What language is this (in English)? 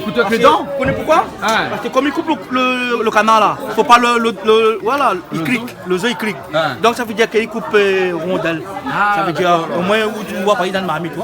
Réunion Creole French